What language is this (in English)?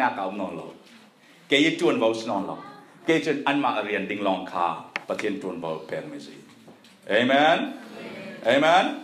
Falam Chin